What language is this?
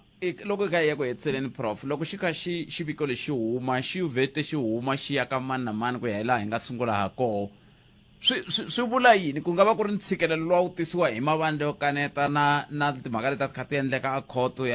Tsonga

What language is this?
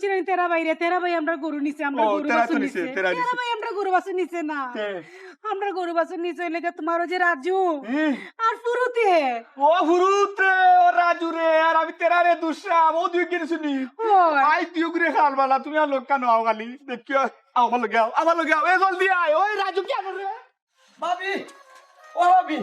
Sylheti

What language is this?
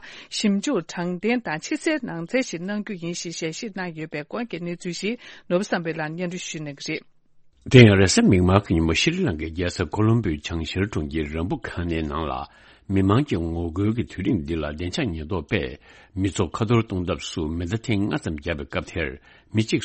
Tibetan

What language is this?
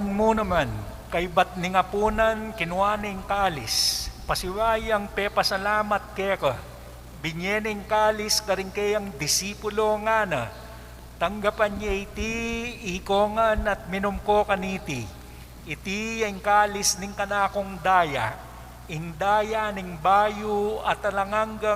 Pampanga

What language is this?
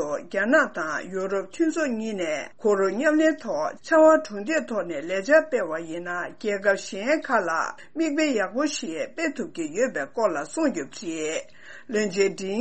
Tibetan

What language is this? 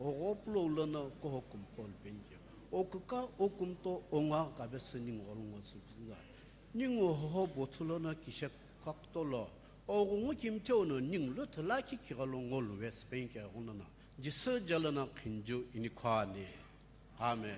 Sumi Naga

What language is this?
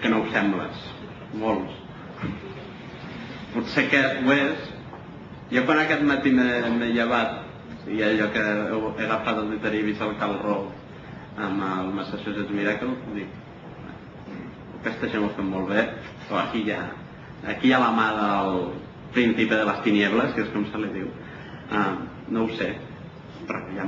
Catalan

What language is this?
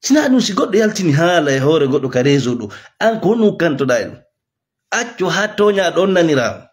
Fula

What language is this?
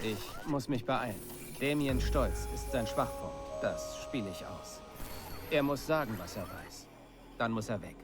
Bavarian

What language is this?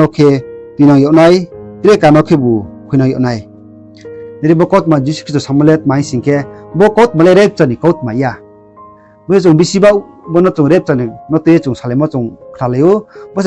Riang (India)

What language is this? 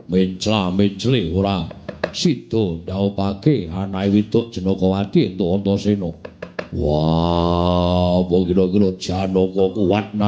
Javanese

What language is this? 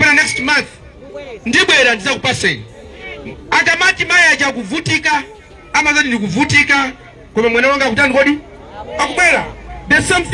Nyanja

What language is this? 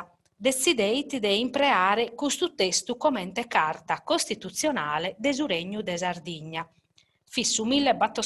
Sardinian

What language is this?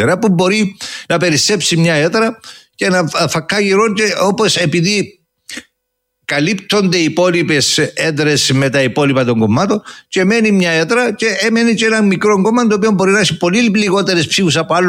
Greek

